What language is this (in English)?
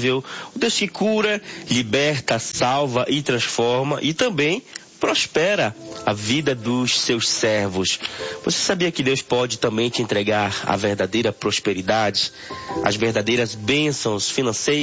Portuguese